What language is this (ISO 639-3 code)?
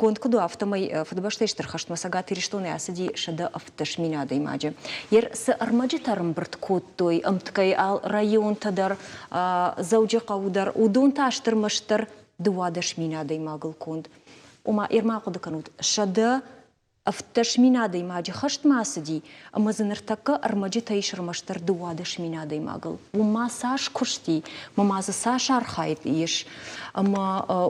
oss